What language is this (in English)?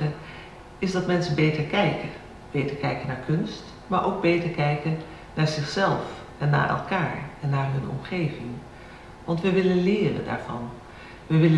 Dutch